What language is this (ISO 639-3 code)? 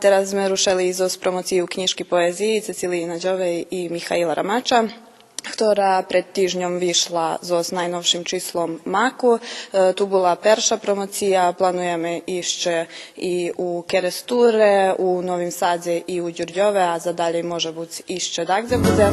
rue